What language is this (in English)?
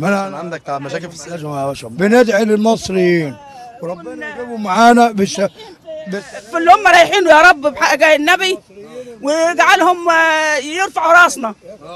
Egyptian Arabic